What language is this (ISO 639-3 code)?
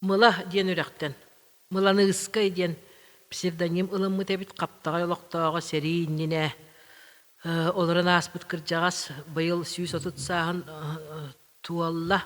sah